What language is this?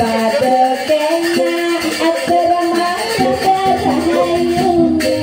Balinese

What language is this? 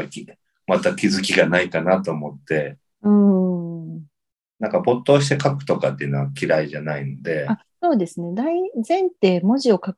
Japanese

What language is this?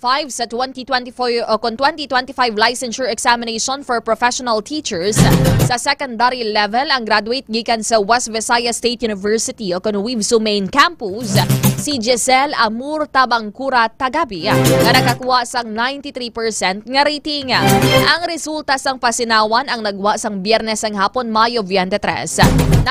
Hiligaynon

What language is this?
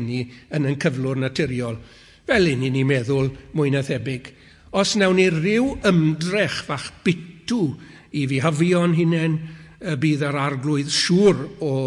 Welsh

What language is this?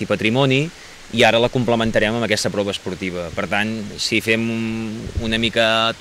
Catalan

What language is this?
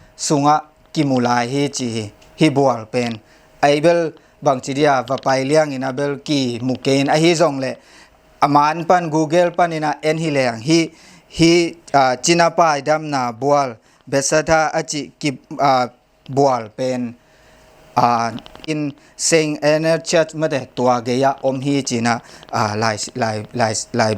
Tedim Chin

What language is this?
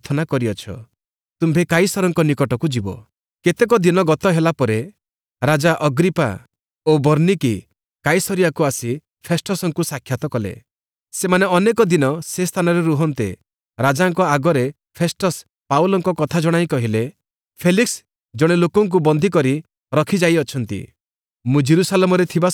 Odia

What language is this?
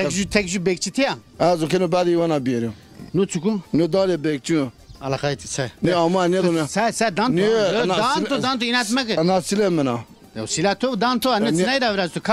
Zaza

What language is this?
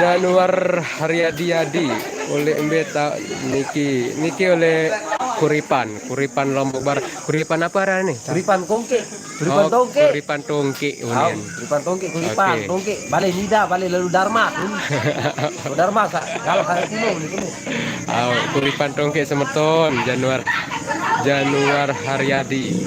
Sasak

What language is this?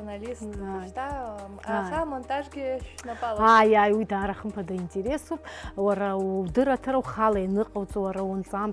Abkhazian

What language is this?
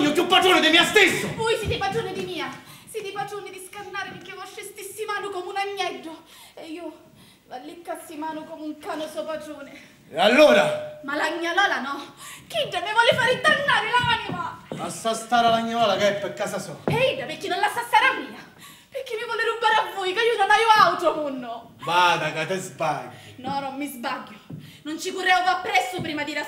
Sicilian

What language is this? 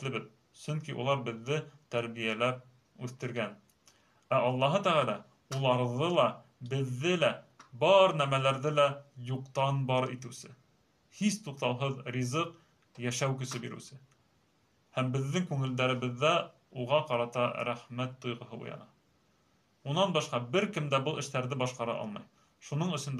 Bashkir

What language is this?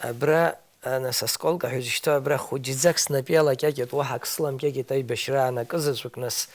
Abkhazian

